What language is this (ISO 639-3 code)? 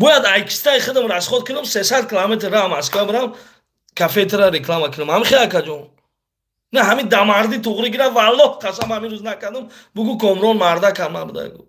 tgk